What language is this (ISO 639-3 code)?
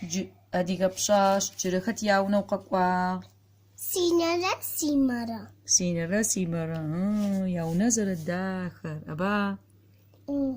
ady